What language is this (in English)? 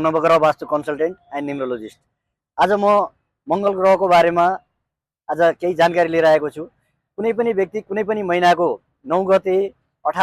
Nepali